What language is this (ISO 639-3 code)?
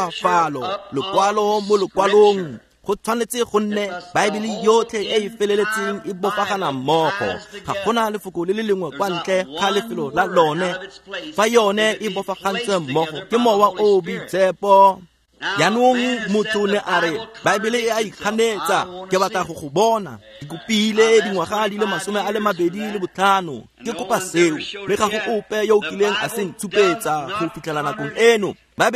tsn